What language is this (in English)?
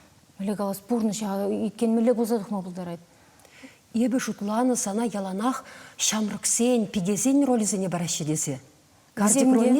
Chuvash